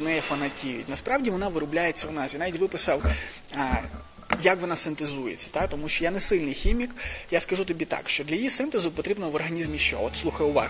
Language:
Ukrainian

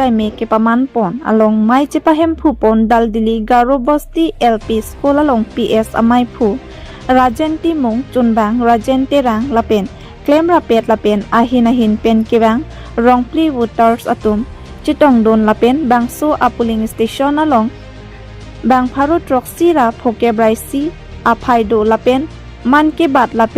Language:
Karbi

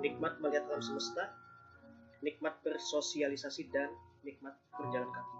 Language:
Banjar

